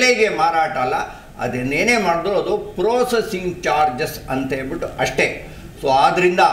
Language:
Kannada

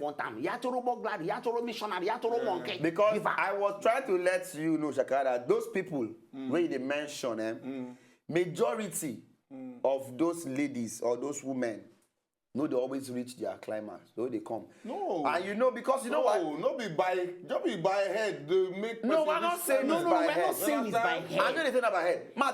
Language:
Nigerian Pidgin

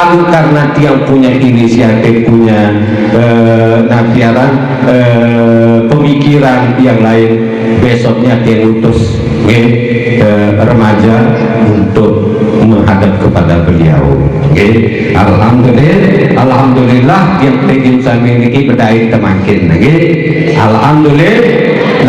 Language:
Sasak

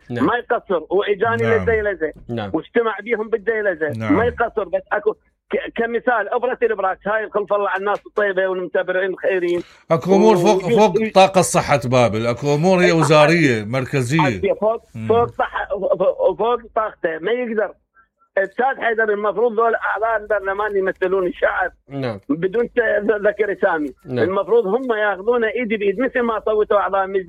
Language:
Mesopotamian Arabic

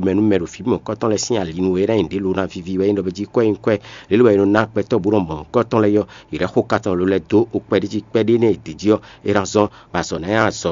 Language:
Fon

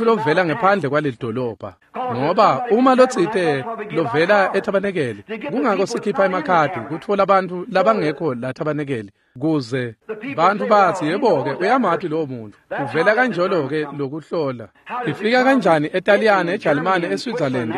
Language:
Swati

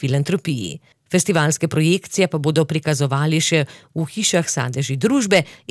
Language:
Slovenian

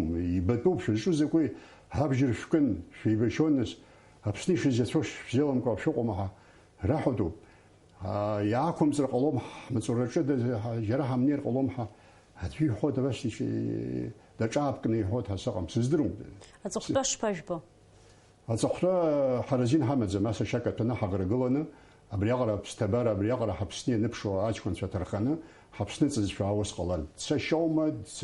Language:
Abkhazian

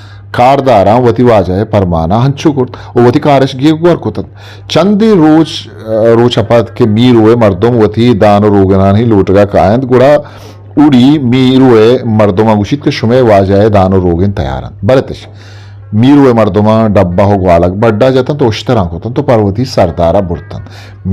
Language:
Eastern Balochi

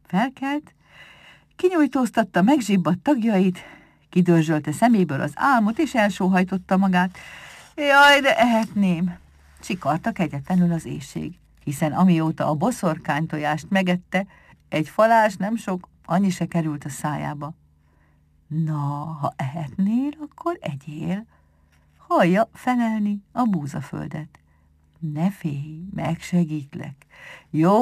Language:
Hungarian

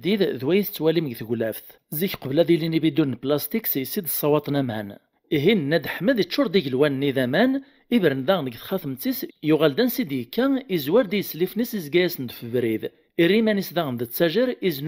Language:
Kabyle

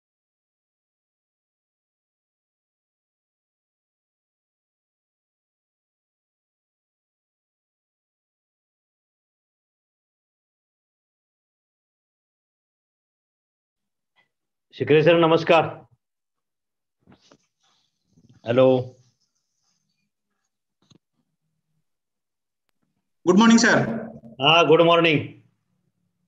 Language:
Marathi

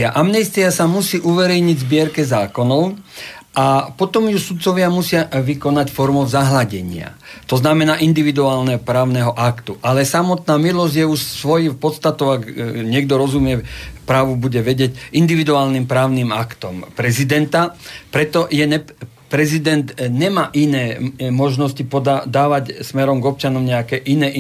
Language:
Slovak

